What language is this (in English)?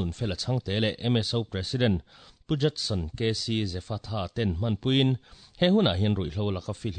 Mizo